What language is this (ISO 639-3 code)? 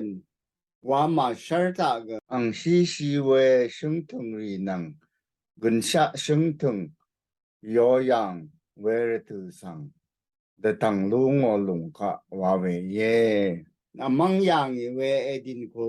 raw